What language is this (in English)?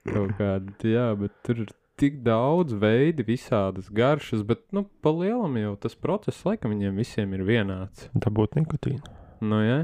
Latvian